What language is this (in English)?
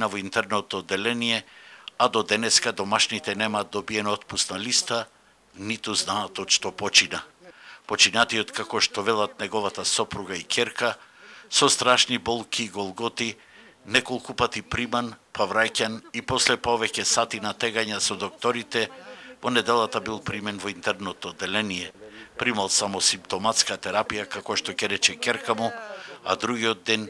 Macedonian